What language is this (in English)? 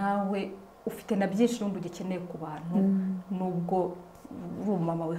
Kinyarwanda